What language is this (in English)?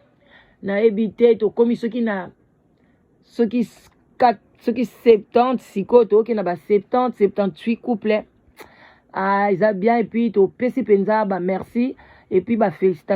Lingala